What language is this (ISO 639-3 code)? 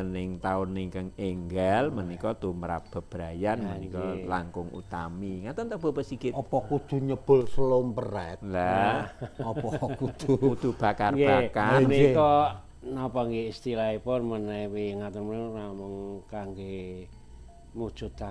jav